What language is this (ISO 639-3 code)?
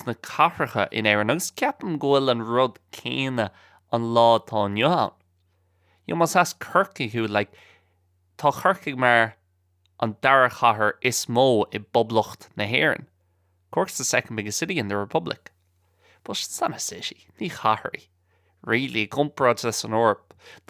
gle